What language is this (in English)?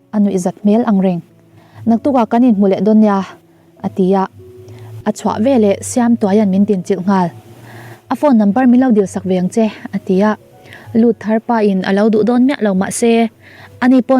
Mizo